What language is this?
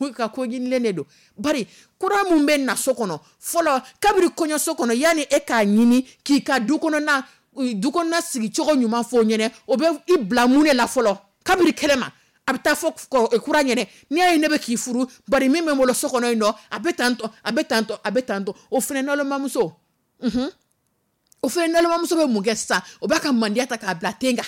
Dyula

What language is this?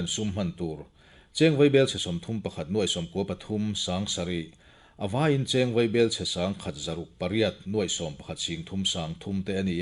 Mizo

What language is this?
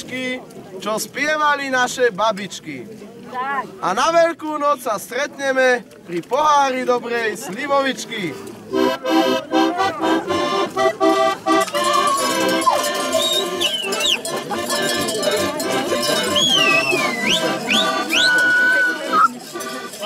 Slovak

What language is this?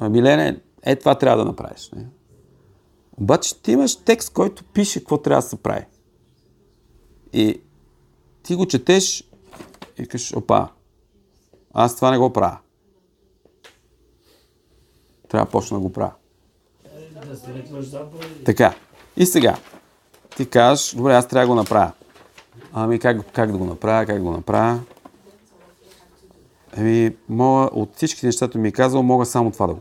Bulgarian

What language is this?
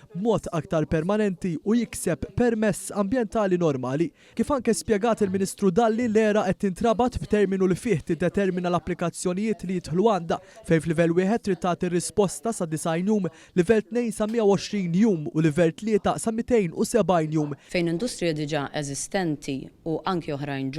Maltese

